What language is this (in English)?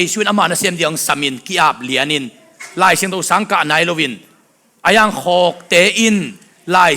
Tedim Chin